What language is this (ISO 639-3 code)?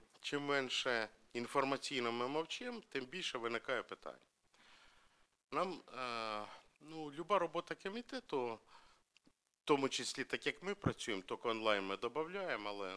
ukr